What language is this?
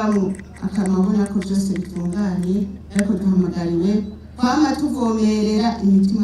Rundi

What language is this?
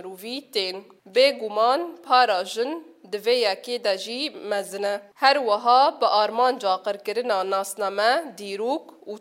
Kurdish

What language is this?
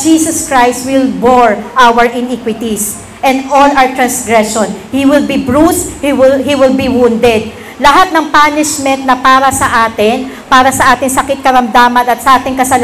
Filipino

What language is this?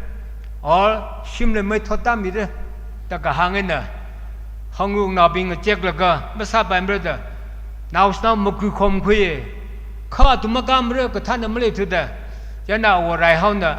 Tangkhul Naga (India)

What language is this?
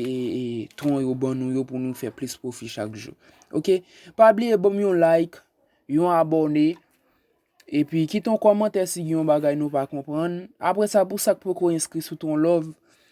Haitian Creole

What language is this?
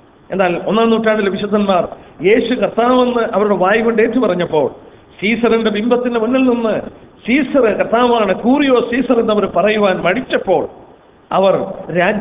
Malayalam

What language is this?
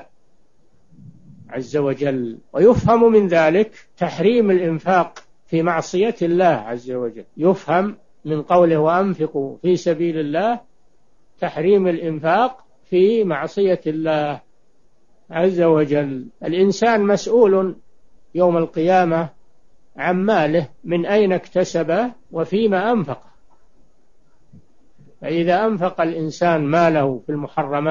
Arabic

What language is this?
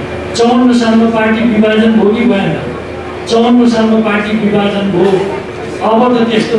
Nepali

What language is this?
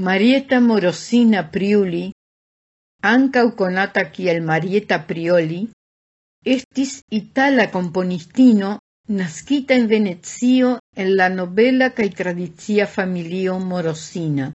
Esperanto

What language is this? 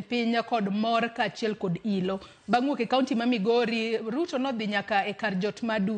Luo (Kenya and Tanzania)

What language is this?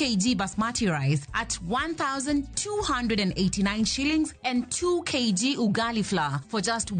Luo (Kenya and Tanzania)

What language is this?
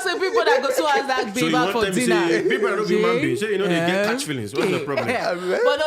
Nigerian Pidgin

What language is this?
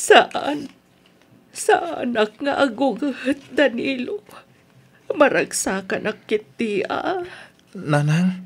Iloko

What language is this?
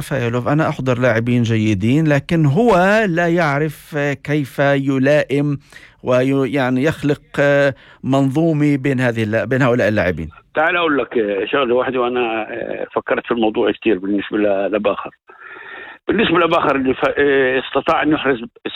North Levantine Arabic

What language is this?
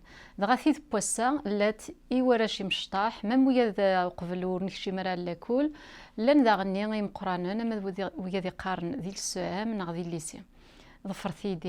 Kabyle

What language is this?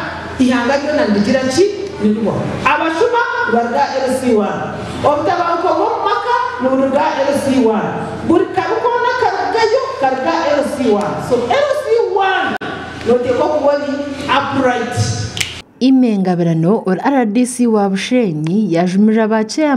Nyankole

